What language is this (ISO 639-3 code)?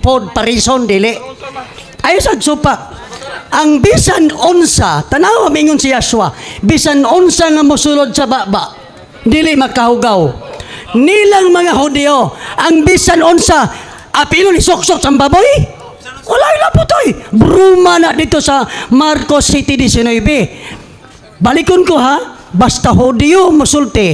ceb